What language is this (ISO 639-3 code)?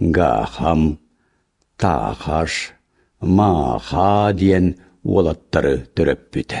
sah